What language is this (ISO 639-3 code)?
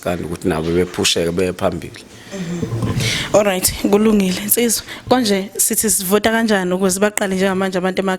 zul